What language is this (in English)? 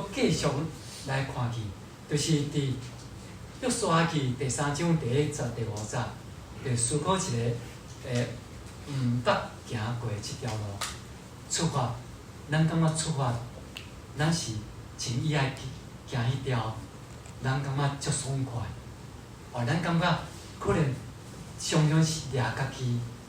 Min Nan Chinese